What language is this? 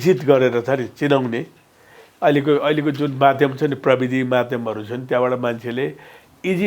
Nepali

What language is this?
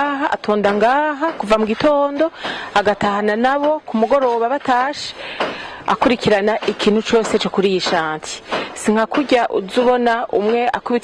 Rundi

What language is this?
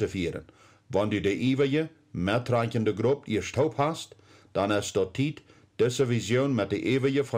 Plautdietsch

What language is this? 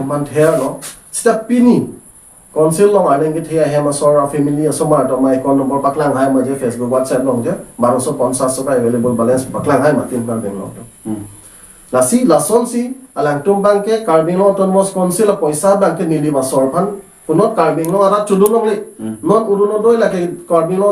Karbi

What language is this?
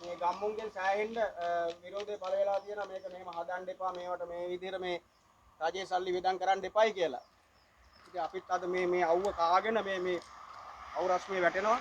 Sinhala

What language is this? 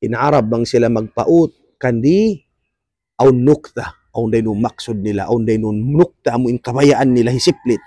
Tausug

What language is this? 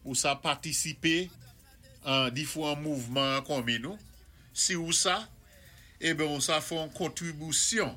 Saint Lucian Creole French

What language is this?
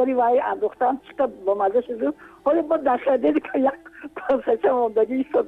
Tajik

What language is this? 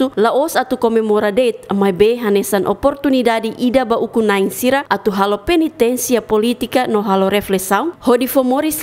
Tetum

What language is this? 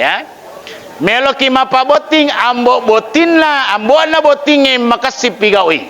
Buginese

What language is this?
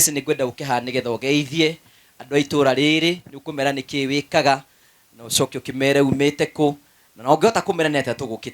Kikuyu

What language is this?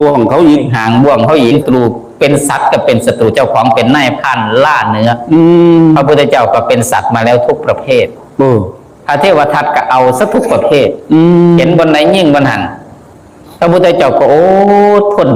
Northeastern Thai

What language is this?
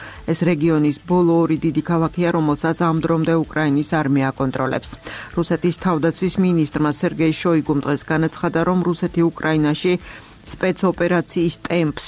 Georgian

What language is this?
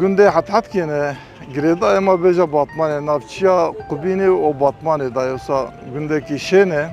Kurdish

